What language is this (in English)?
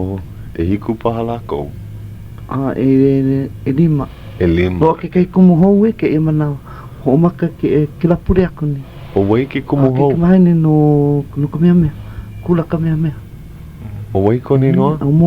Hawaiian